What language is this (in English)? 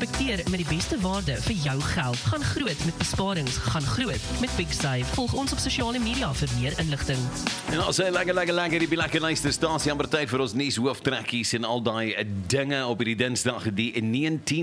Afrikaans